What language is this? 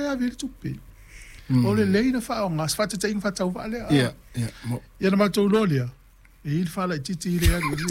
Samoan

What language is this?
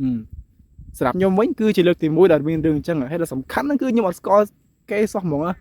Khmer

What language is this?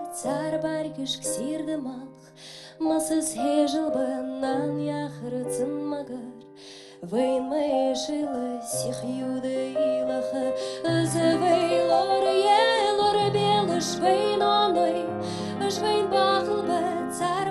Ingush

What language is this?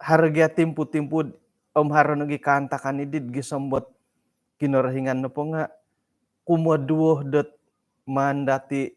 Central Dusun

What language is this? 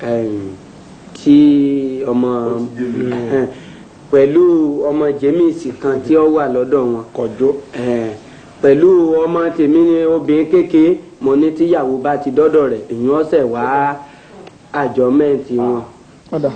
Yoruba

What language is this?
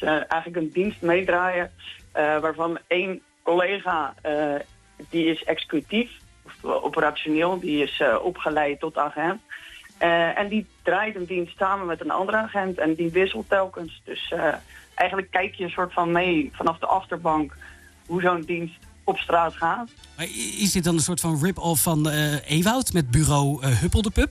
Dutch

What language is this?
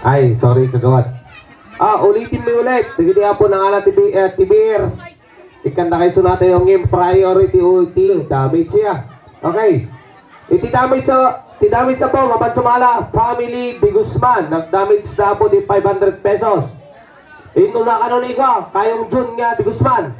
Iloko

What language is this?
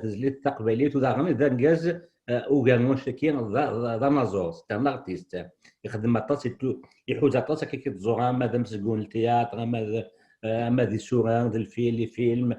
Kabyle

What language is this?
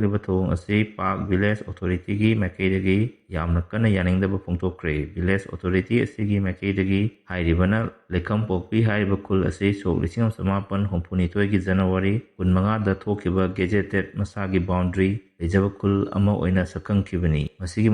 Manipuri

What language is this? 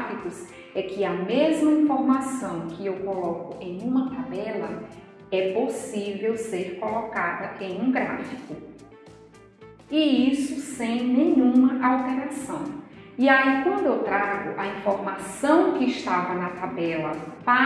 Portuguese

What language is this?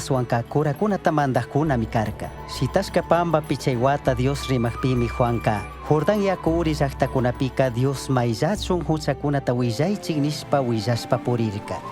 Chimborazo Highland Quichua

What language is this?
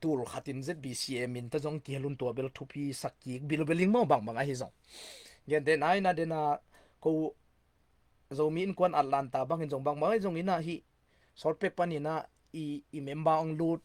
Tedim Chin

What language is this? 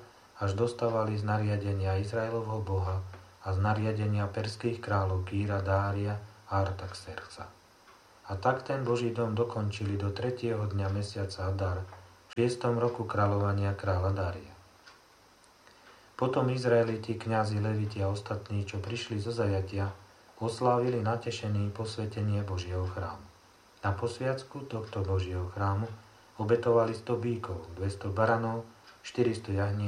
Slovak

